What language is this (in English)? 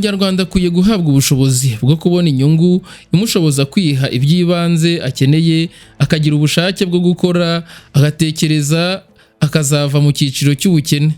Kinyarwanda